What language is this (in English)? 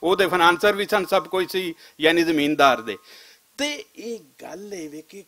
Western Panjabi